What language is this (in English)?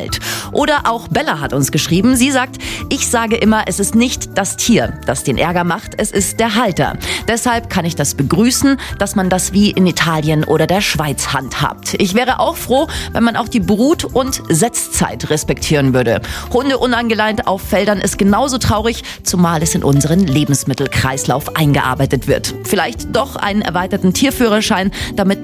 German